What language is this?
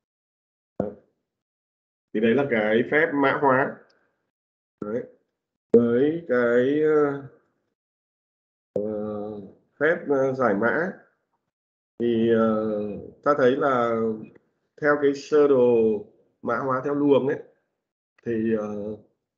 Vietnamese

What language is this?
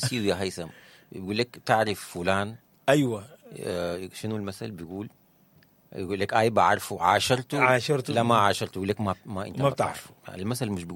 Sudanese Arabic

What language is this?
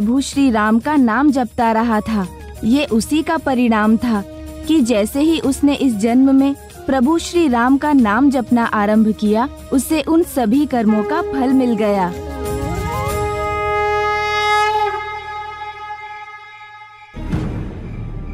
Hindi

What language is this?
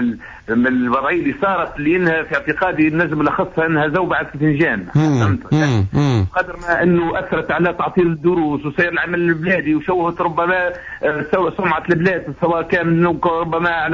Tunisian Arabic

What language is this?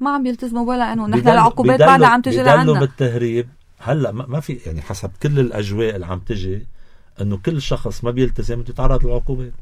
North Levantine Arabic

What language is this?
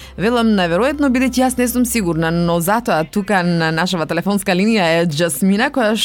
Macedonian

